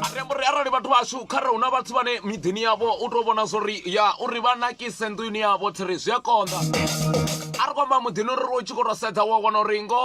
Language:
Venda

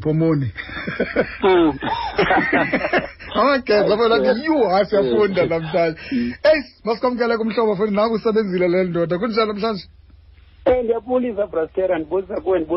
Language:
Xhosa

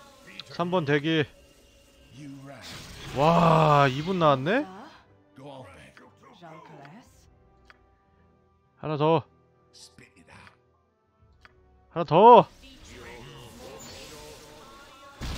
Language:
Korean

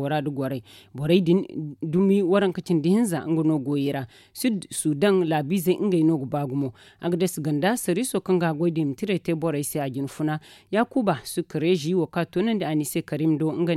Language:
Zarma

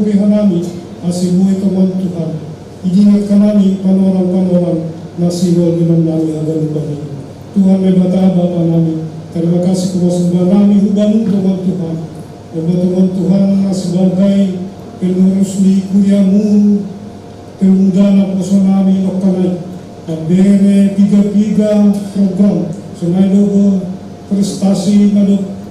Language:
Batak Simalungun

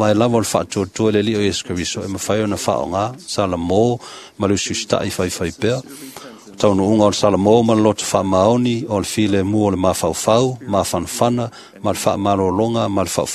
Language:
Samoan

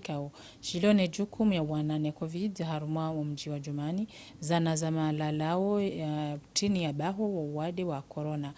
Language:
Ngazidja Comorian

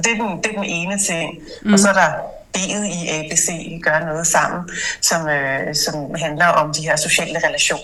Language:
Danish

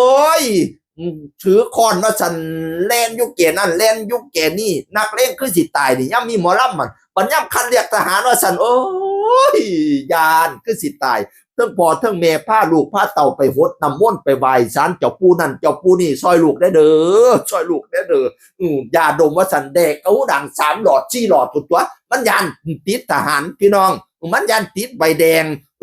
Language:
Northeastern Thai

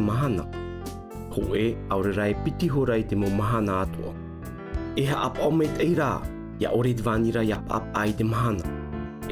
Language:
Tahitian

